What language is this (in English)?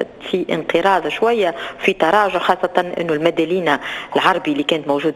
Tunisian Arabic